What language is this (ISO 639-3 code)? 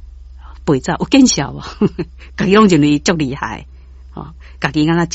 nan